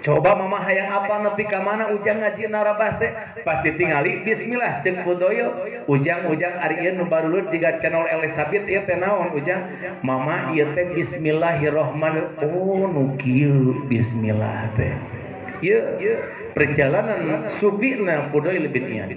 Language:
Sundanese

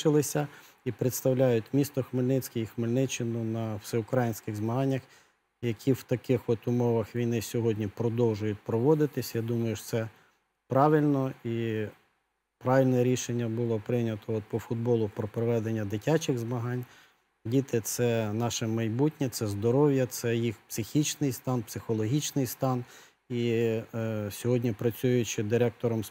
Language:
Ukrainian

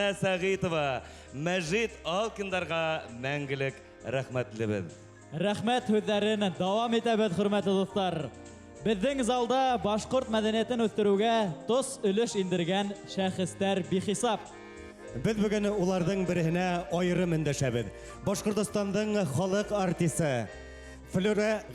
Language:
Bashkir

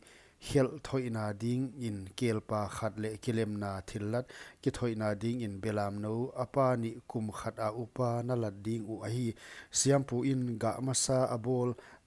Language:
Paite Chin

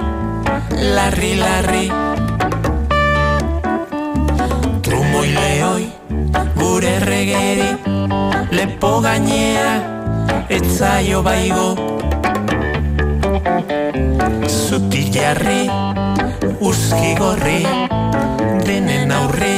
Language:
Basque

